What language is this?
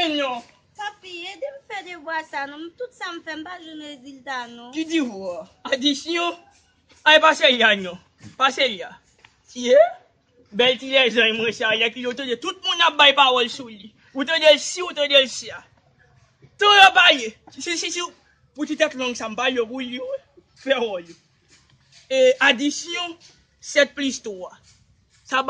Haitian Creole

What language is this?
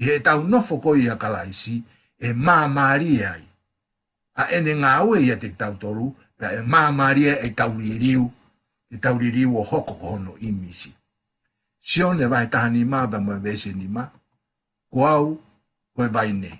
Tongan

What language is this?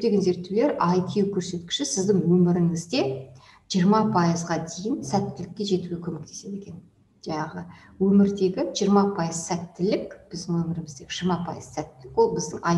Kazakh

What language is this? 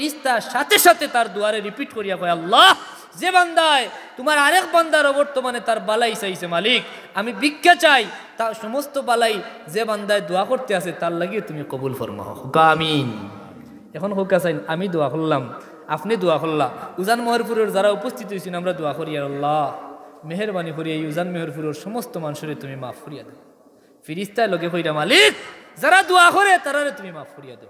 Sylheti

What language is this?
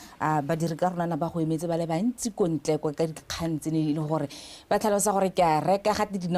Tswana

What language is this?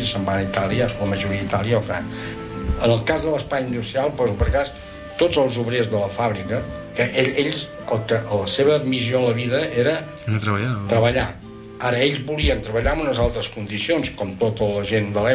Catalan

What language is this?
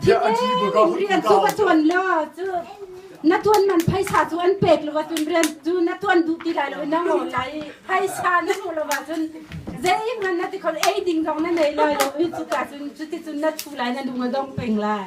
Hakha Chin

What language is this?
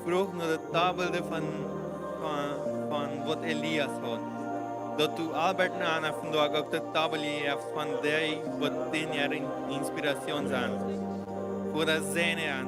Plautdietsch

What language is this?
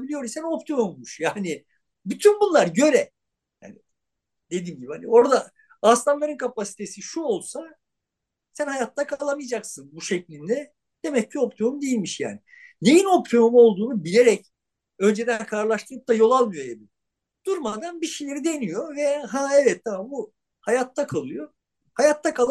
Turkish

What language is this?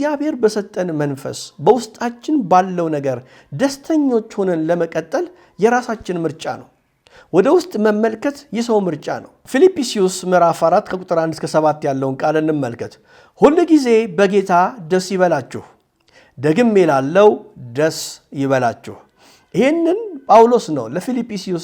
Amharic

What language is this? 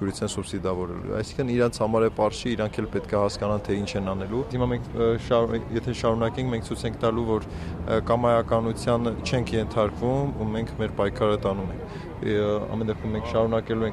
Armenian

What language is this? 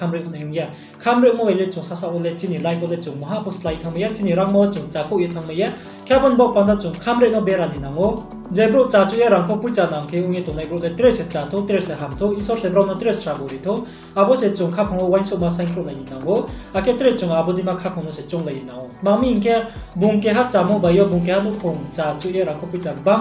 Riang (India)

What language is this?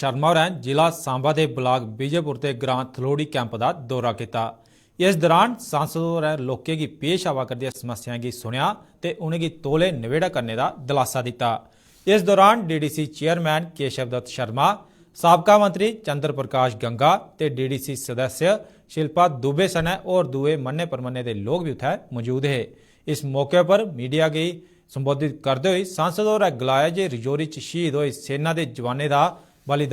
Dogri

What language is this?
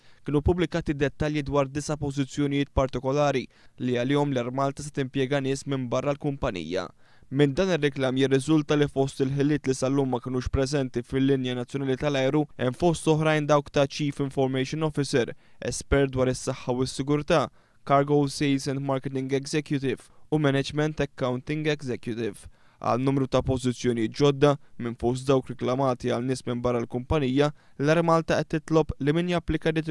Maltese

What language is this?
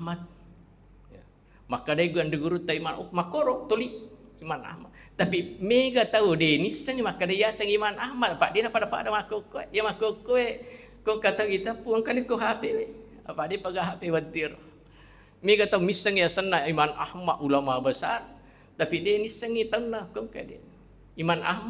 Buginese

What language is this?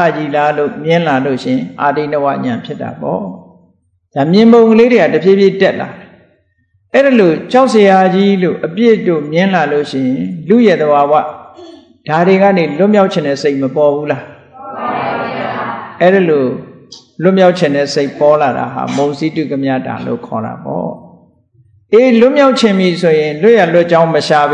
Burmese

